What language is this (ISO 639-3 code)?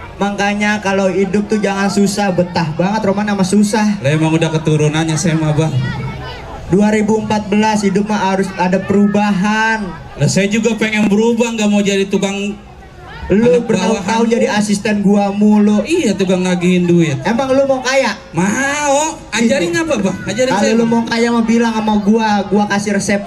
bew